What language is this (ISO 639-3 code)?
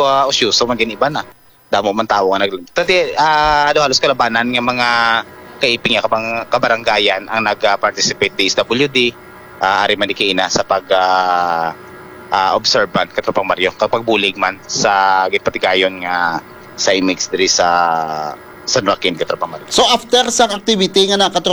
hil